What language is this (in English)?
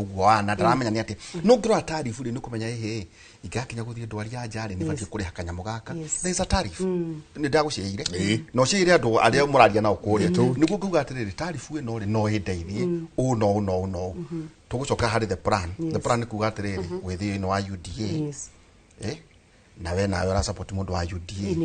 Kikuyu